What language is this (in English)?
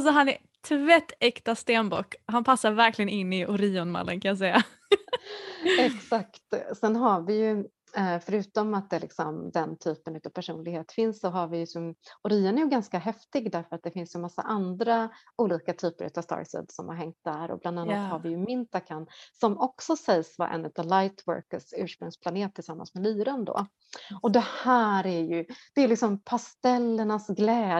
Swedish